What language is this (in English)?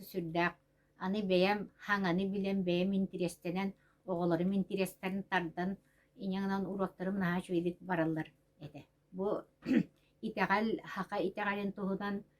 Yakut